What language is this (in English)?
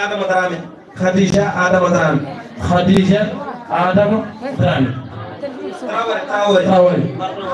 Fula